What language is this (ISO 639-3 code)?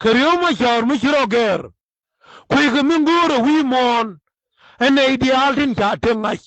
nus